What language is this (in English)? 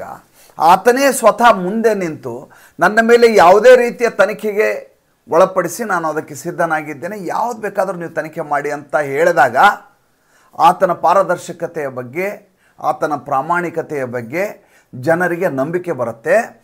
Kannada